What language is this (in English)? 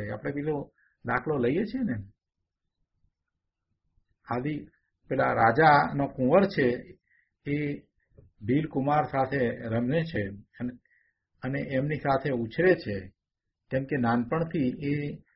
Gujarati